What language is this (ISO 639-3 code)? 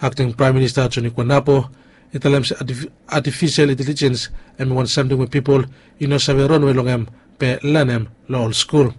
bis